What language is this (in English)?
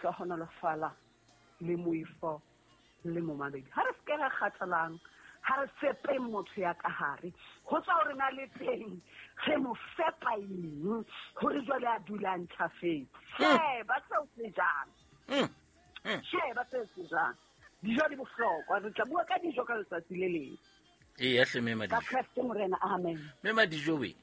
Southern Sotho